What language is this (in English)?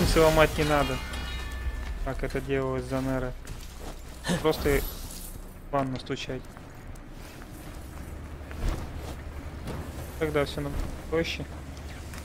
Russian